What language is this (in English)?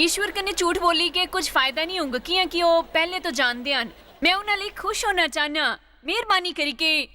Dogri